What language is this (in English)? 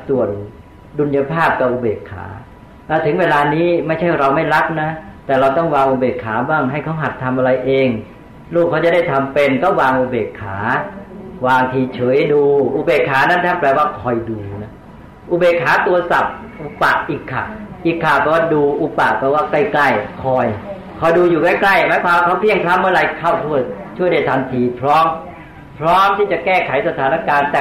Thai